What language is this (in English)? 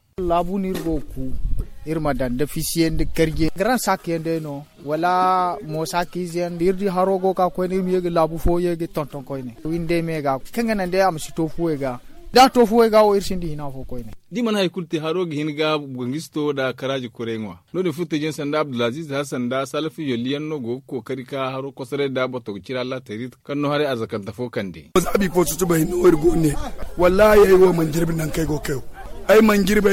Zarma